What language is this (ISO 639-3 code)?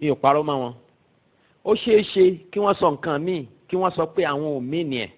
yor